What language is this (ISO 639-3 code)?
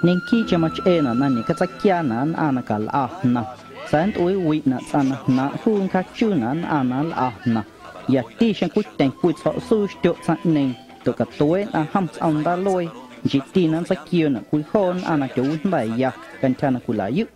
amu